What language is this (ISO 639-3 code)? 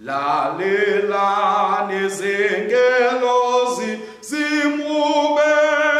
ssw